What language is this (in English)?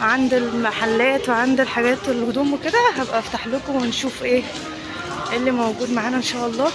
Egyptian Arabic